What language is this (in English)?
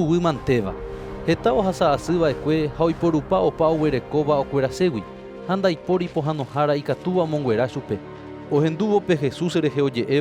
Guarani